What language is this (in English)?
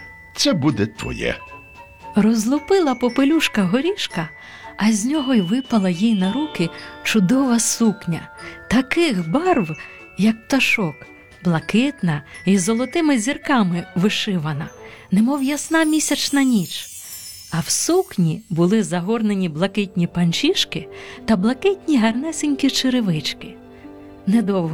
Ukrainian